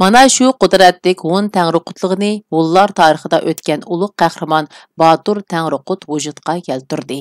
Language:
Uyghur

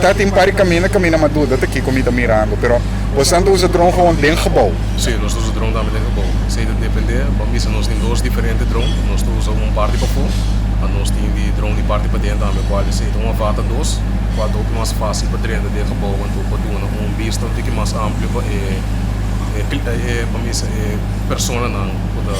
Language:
Papiamento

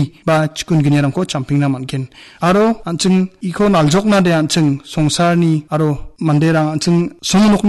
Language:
Garo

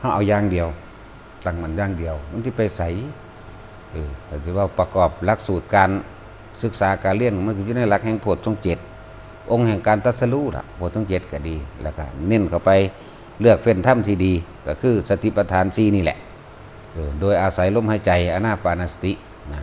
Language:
Northeastern Thai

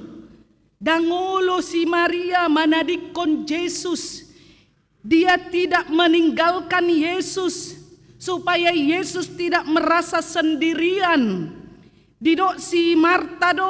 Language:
Batak Toba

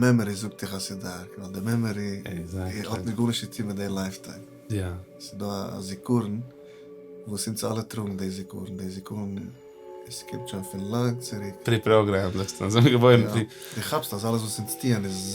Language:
Yiddish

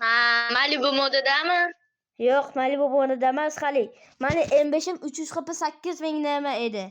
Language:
Uzbek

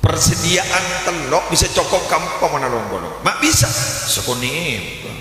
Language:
Madurese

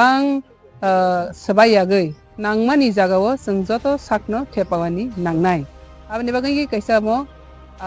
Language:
Kok Borok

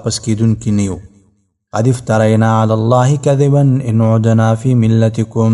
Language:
Pashto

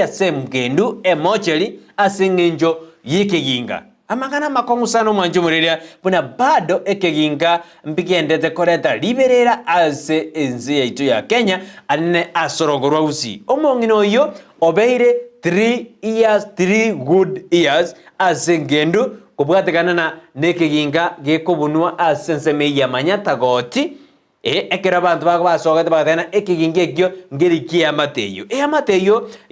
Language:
Gusii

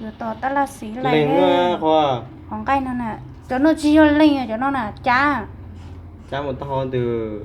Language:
Hmong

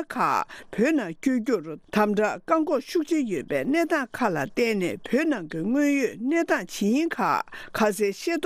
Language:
Tibetan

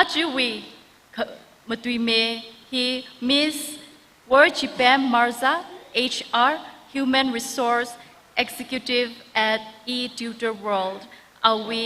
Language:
Tangkhul Naga (India)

